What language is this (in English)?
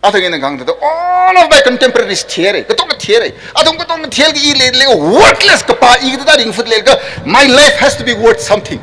Tangkhul Naga (India)